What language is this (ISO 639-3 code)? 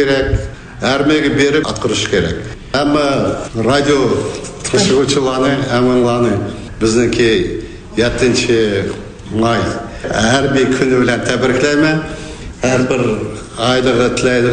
kaz